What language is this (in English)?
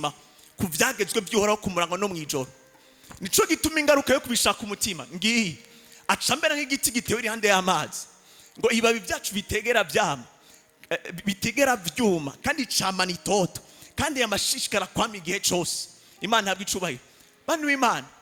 Rundi